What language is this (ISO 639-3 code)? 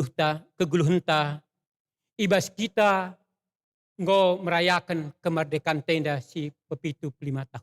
btx